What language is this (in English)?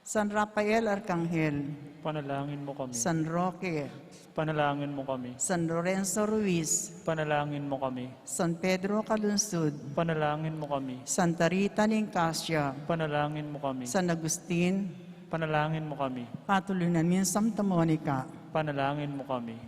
Pampanga